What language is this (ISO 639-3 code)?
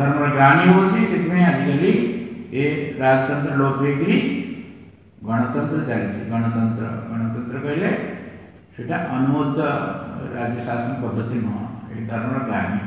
ori